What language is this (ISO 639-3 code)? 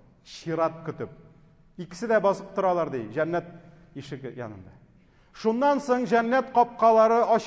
tat